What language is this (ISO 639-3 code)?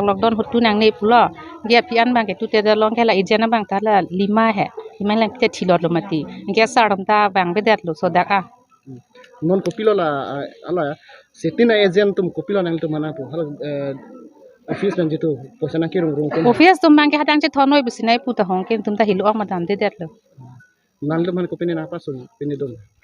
mjw